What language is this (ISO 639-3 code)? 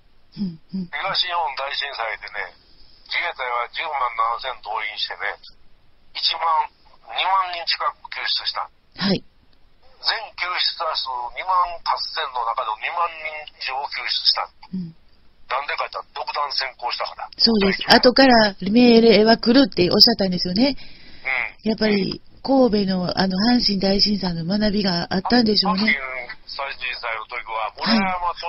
jpn